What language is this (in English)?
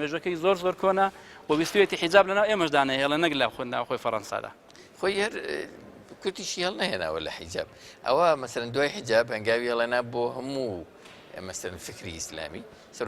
Central Kurdish